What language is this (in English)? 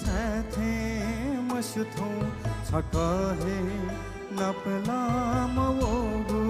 Newari